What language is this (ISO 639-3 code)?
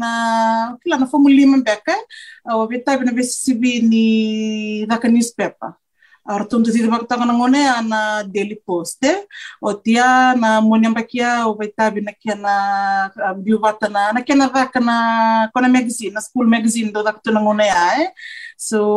fij